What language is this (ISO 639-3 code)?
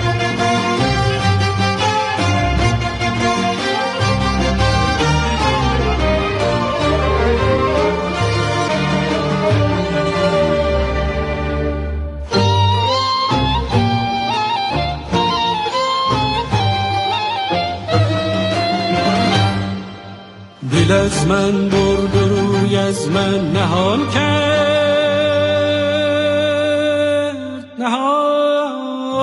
fas